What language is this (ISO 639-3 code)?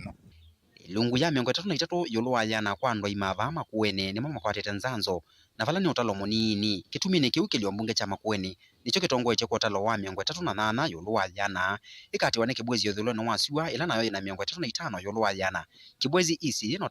kam